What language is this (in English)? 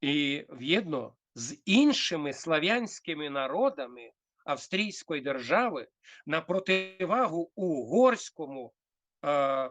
Rusyn